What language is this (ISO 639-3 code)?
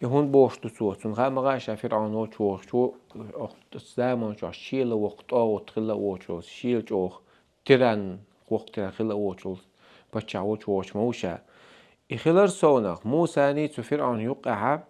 che